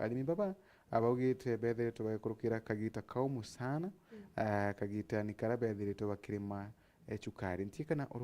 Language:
Meru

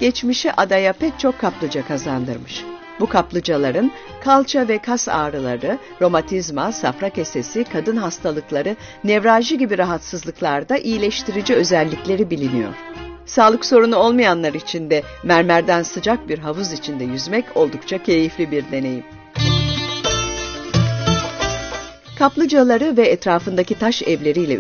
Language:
Turkish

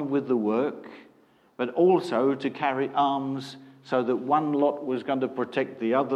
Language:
English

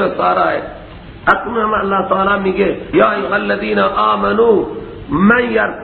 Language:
Persian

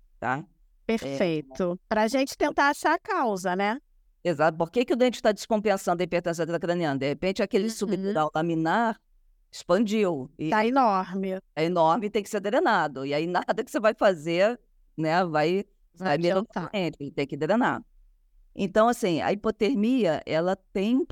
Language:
Portuguese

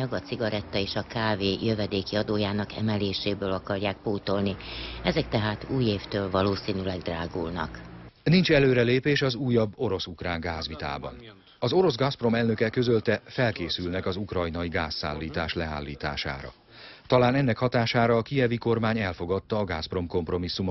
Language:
Hungarian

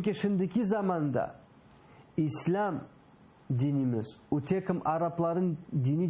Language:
Crimean Tatar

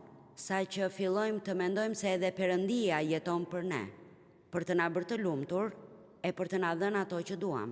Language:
Albanian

